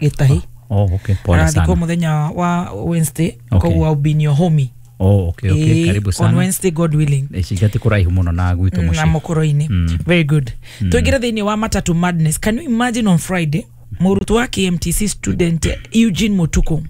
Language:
Kikuyu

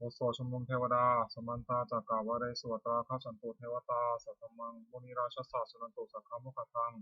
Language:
Pali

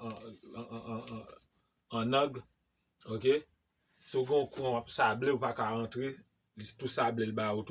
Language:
Haitian Creole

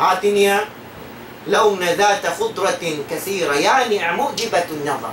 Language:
Tausug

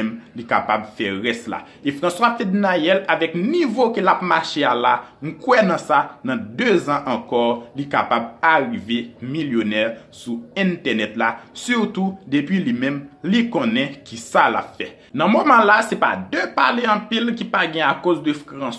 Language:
Haitian Creole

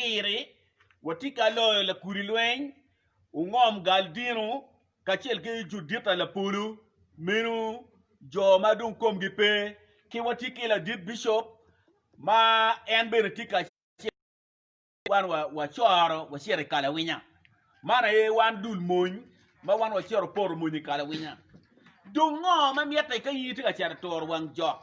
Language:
Acoli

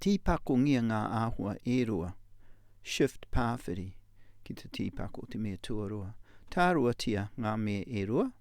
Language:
Māori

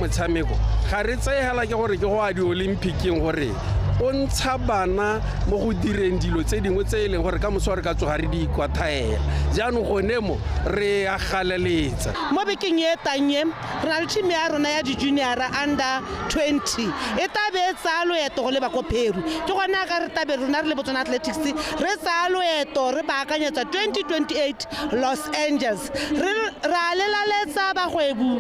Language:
Tswana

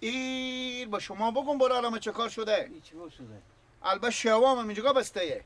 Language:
Persian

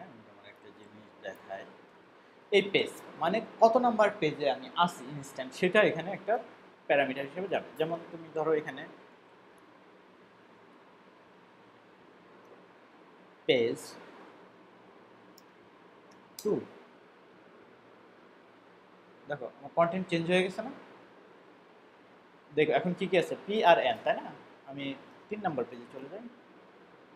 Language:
Bangla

